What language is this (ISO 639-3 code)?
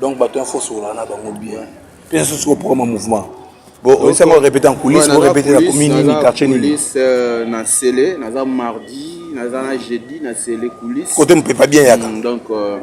lin